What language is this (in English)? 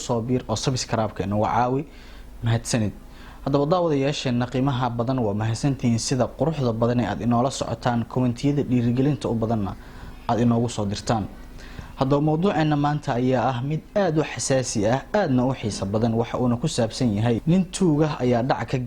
Somali